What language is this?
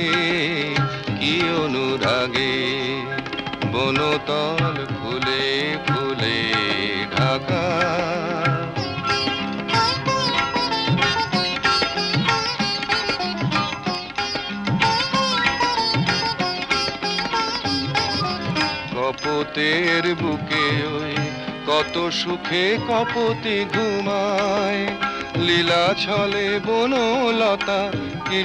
Bangla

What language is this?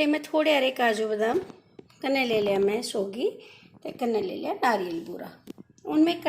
Dogri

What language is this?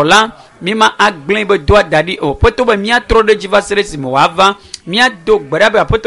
Ewe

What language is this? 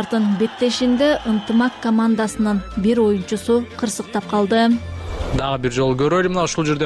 Kyrgyz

